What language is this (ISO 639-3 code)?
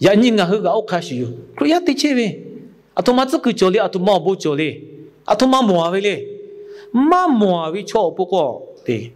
lhu